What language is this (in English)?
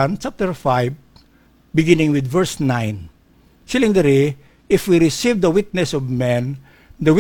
Hiligaynon